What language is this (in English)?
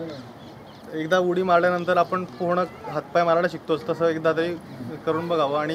Marathi